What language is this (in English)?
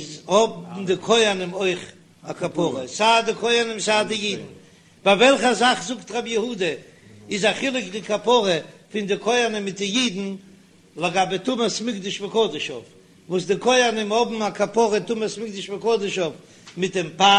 Yiddish